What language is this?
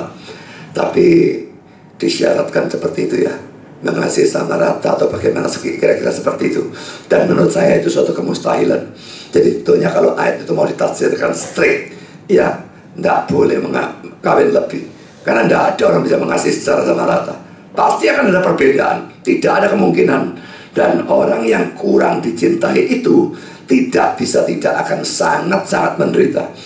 Indonesian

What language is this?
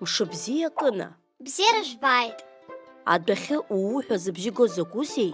Abkhazian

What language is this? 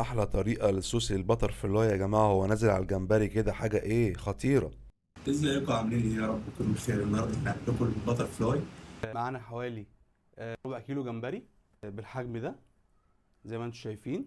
Egyptian Arabic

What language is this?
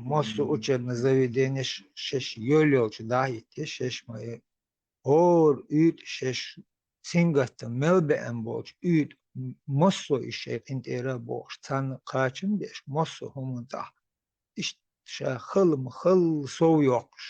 Chechen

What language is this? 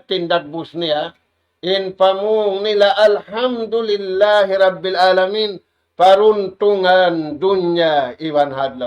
Tausug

